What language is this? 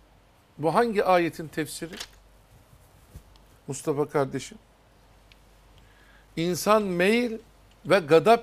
Turkish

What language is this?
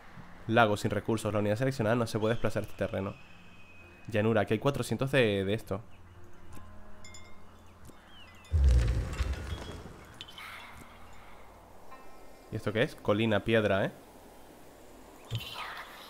Spanish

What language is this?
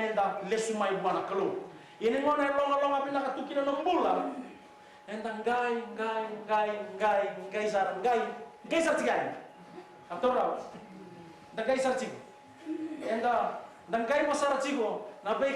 Fijian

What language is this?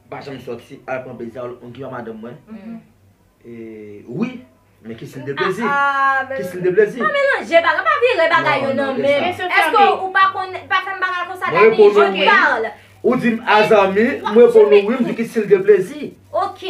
Haitian Creole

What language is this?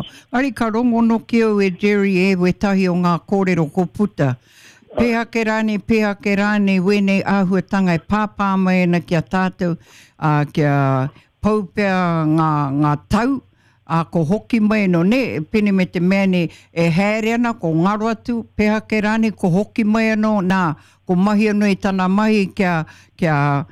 Māori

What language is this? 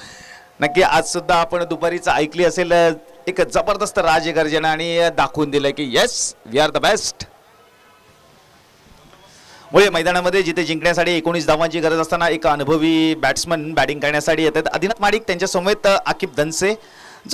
Marathi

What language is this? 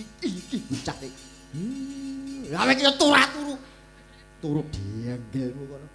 Javanese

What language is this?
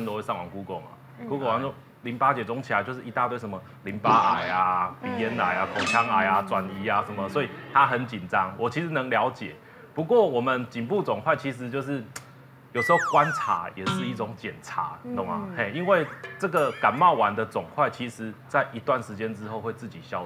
Chinese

